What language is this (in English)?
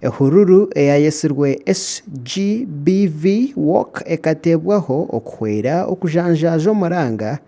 Nyankole